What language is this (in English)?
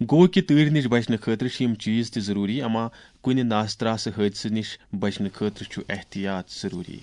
Kashmiri